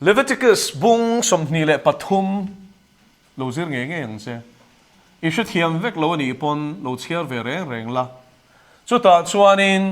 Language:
Mizo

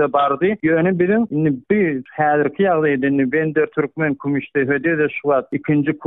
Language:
Turkmen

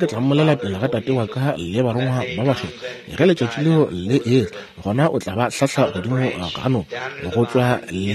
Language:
Northern Sotho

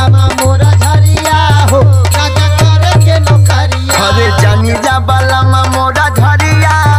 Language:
Bhojpuri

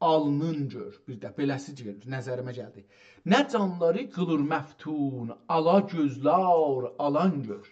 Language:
South Azerbaijani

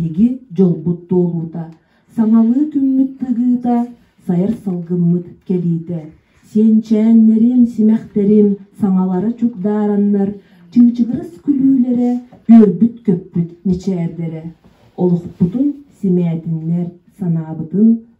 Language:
Yakut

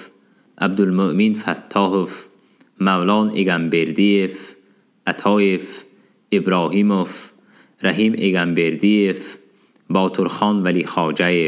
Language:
Tajik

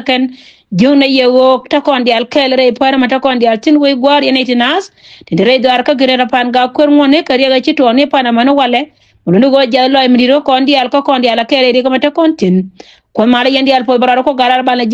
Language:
Nuer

